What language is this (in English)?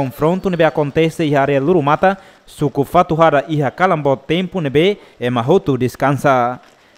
Tetum